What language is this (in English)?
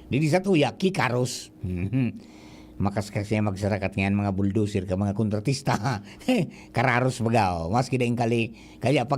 Bikol